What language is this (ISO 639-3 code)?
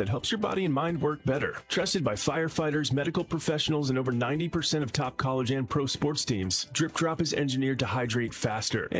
eng